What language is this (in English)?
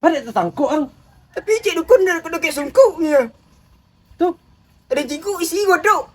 Minangkabau